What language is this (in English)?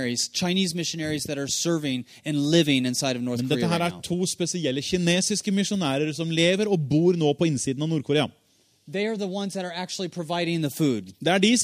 Norwegian